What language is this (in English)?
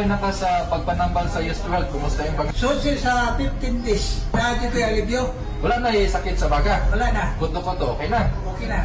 Cebuano